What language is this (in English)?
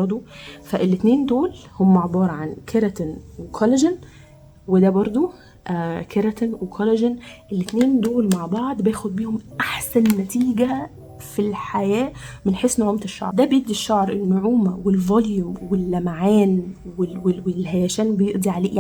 Egyptian Arabic